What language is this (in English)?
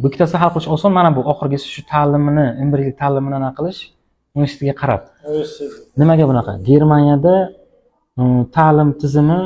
Uzbek